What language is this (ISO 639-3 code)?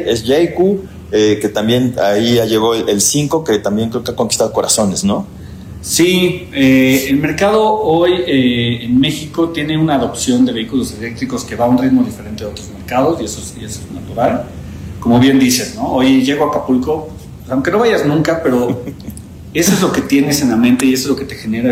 spa